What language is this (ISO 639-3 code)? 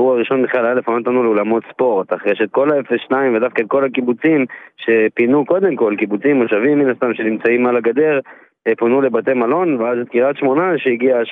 heb